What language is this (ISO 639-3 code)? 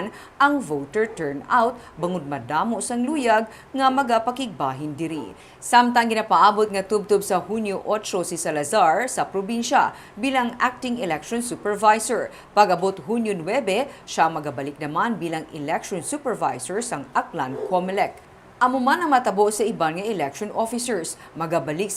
hil